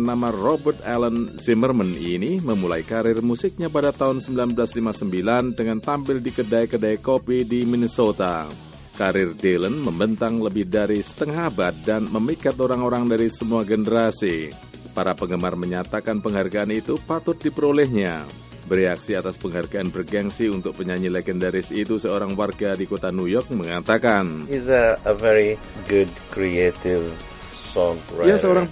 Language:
Indonesian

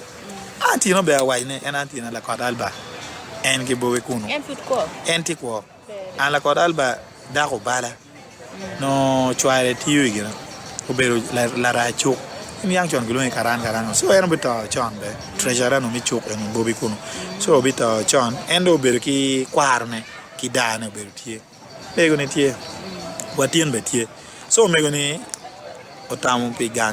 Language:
Acoli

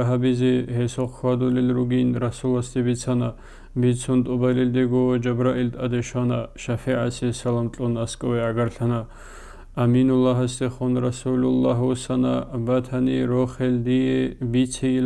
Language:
Avaric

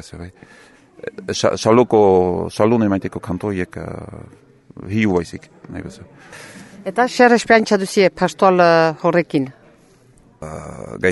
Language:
Basque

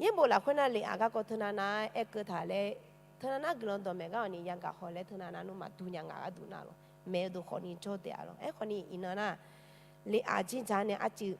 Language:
Akha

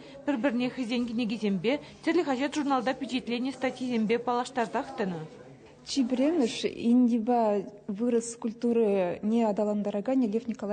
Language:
Chuvash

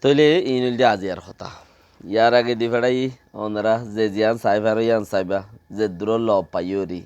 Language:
Rohingya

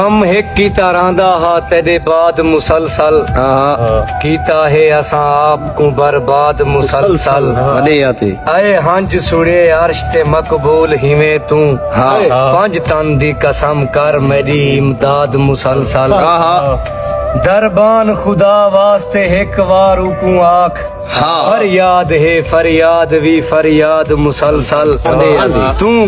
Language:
Saraiki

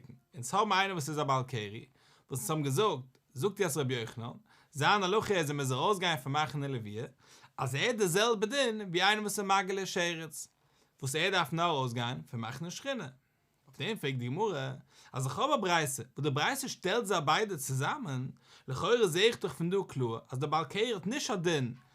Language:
Yiddish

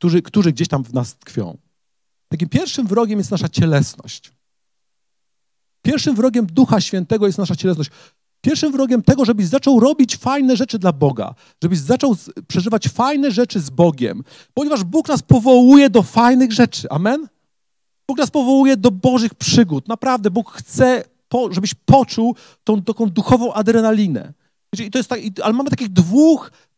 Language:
Polish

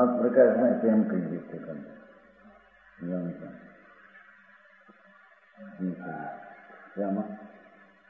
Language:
Gujarati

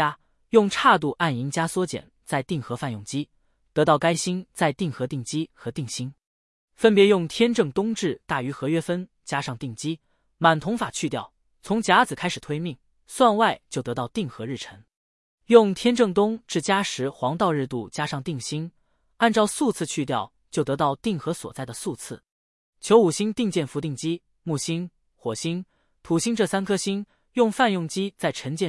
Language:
Chinese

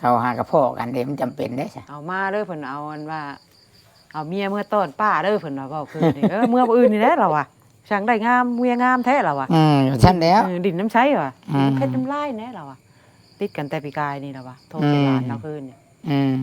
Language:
Northeastern Thai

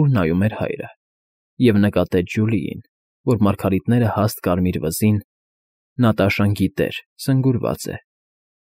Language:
Armenian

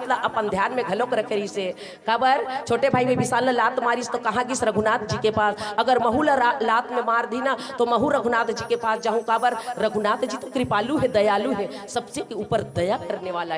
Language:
Chhattisgarhi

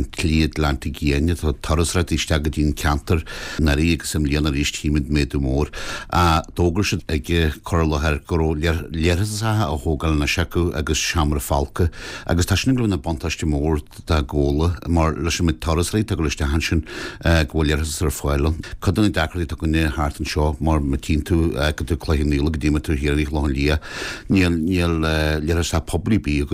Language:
Irish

